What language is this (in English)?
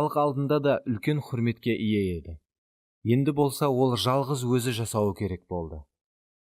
Kara-Kalpak